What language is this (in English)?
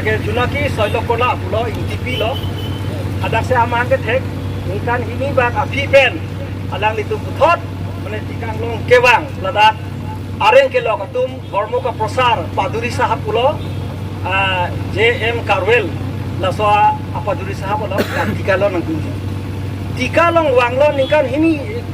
Karbi